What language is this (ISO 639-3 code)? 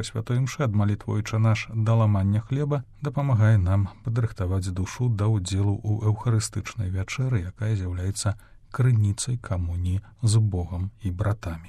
bel